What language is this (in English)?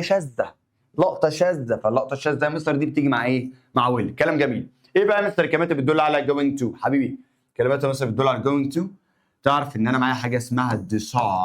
Egyptian Arabic